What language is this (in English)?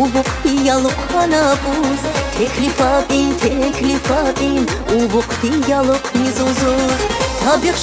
Tabassaran